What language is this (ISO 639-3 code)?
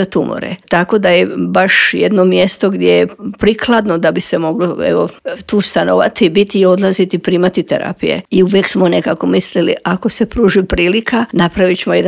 hrv